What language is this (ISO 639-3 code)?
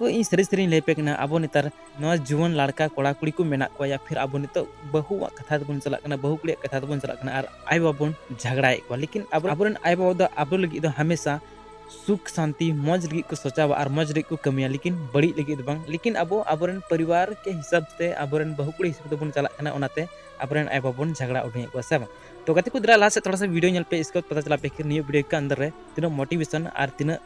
sat